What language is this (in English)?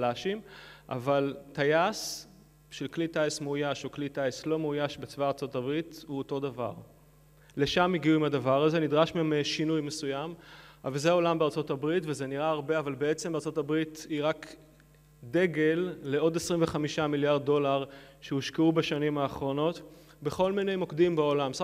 Hebrew